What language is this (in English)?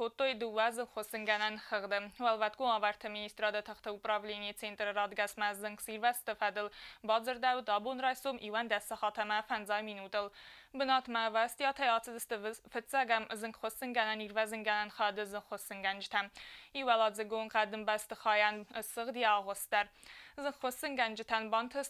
Ossetic